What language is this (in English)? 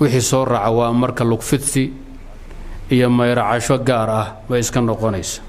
Somali